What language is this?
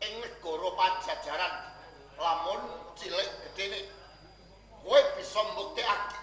Javanese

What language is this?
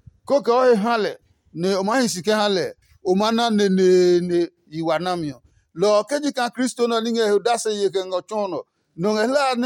Adangme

